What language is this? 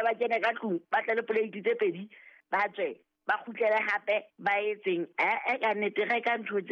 Southern Sotho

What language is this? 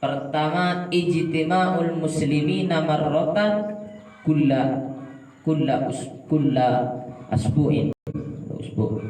Madurese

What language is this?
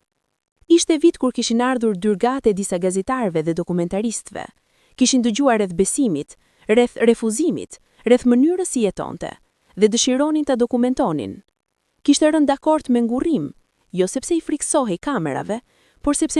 Albanian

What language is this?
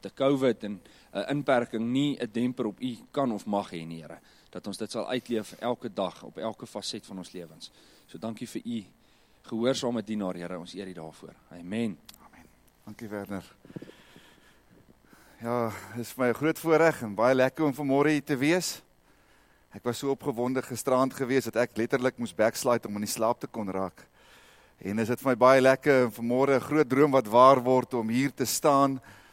Afrikaans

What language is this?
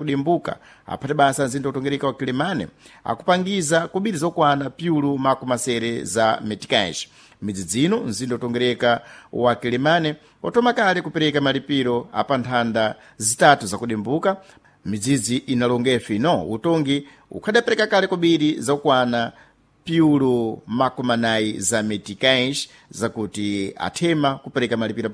Sena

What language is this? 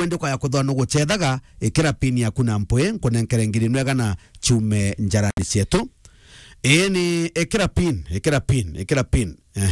Meru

